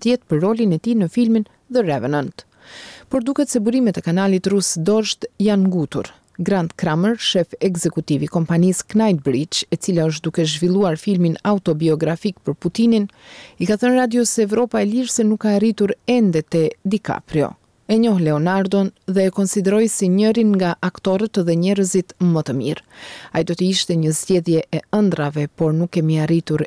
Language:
Albanian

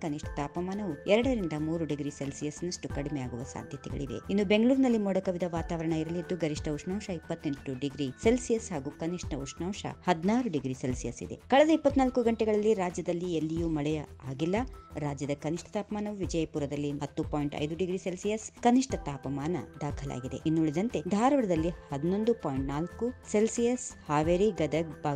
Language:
Kannada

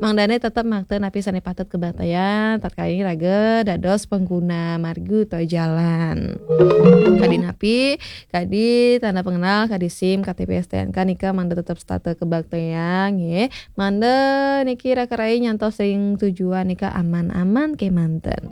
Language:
Balinese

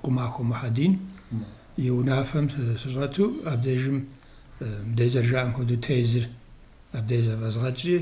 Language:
Kabardian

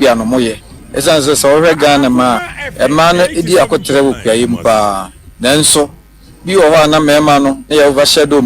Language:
Akan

